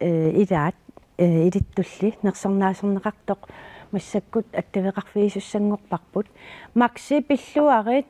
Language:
Kalaallisut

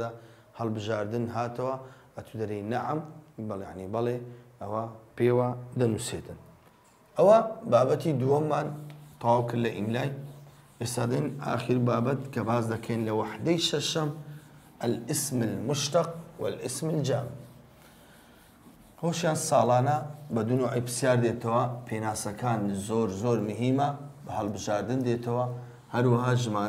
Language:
Central Kurdish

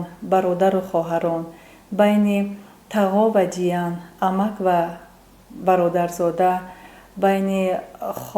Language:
Tajik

